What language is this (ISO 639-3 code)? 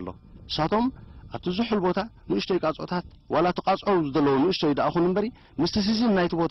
tir